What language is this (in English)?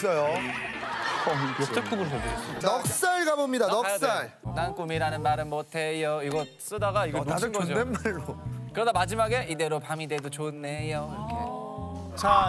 Korean